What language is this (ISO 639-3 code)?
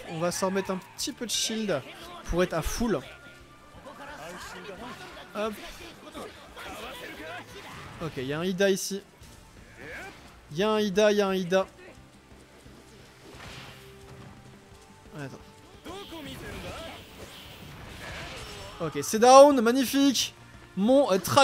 fra